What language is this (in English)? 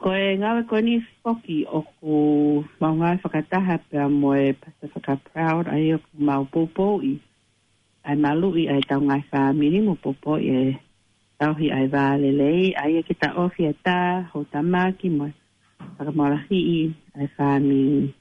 Tongan